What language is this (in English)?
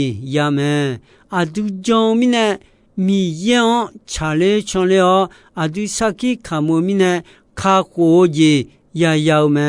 Akha